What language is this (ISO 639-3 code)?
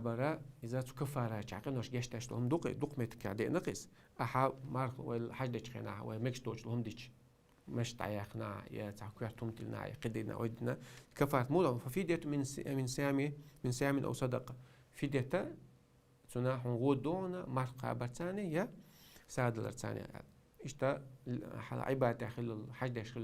che